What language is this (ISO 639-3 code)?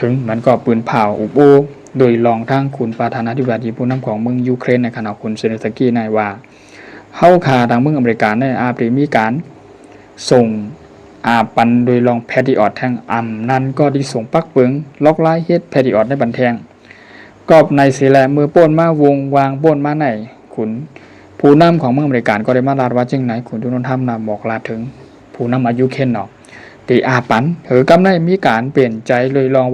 shn